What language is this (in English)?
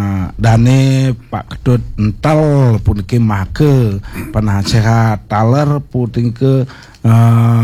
Balinese